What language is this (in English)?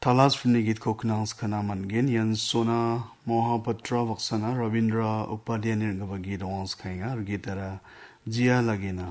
Garo